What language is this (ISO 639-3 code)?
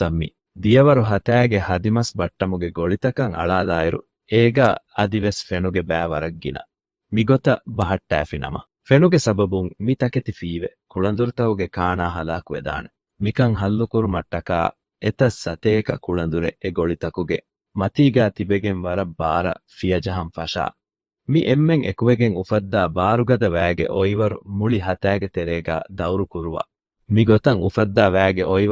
div